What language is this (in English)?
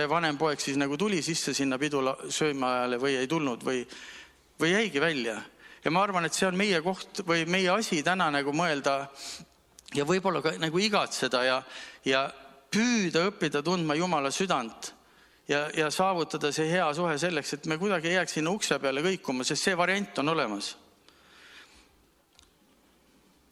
Estonian